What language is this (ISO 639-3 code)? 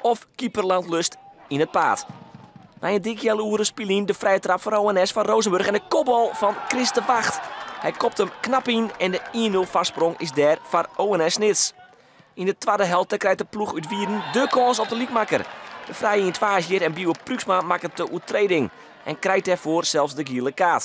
fry